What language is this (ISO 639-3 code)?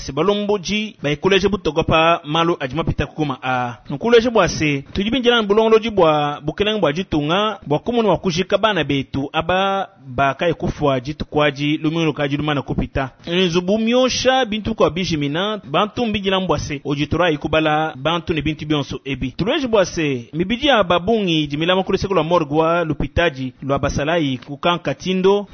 lua